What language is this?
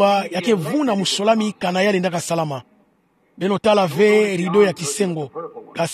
Kituba (Democratic Republic of Congo)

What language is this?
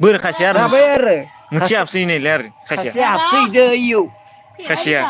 Bodo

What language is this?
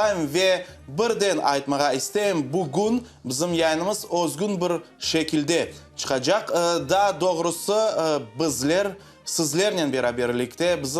Crimean Tatar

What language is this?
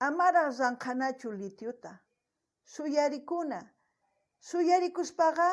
South Bolivian Quechua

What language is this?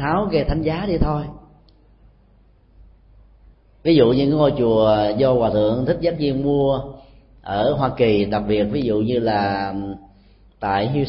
Vietnamese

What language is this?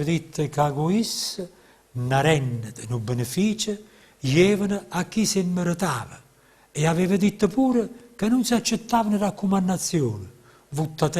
Neapolitan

